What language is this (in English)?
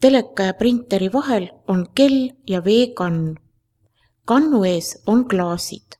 Estonian